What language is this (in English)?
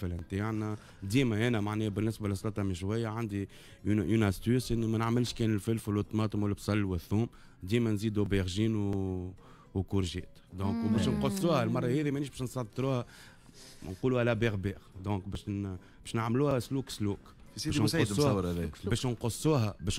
Tunisian Arabic